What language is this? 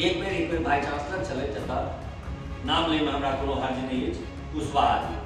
Maithili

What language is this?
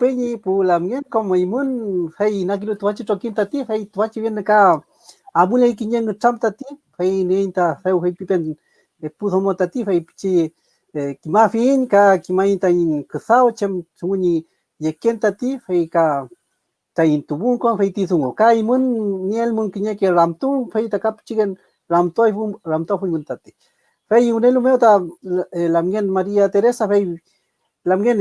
Mapuche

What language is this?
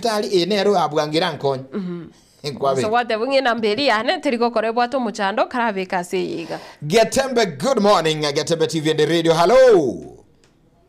Gusii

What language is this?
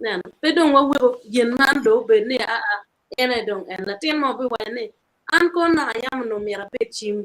Acoli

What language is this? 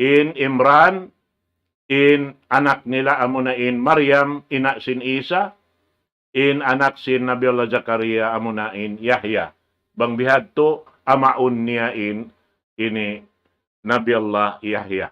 Tausug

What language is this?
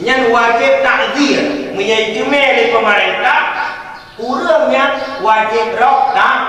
Achinese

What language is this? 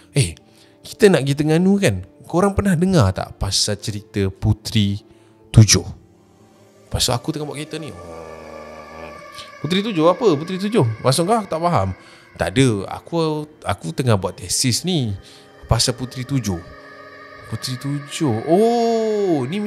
Malay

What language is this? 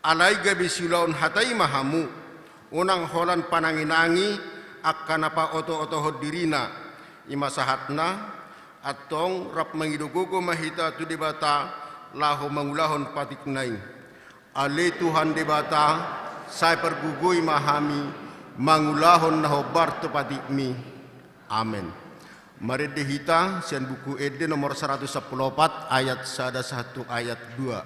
Batak Toba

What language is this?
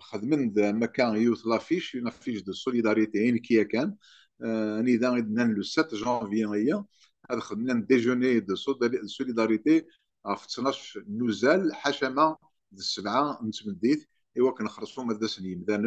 Kabyle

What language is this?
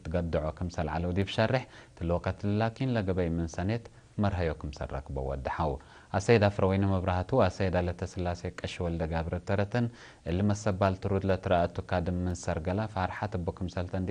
Tigre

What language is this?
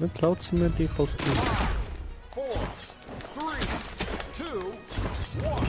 Swiss German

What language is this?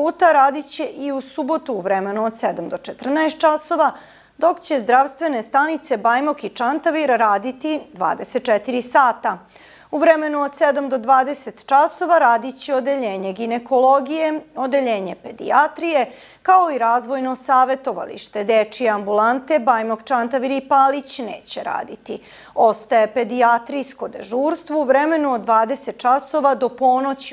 Serbian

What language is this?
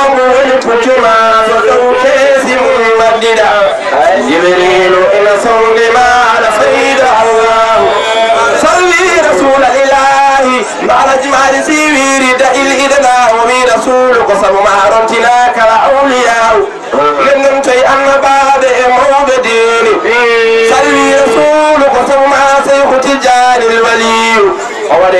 Fula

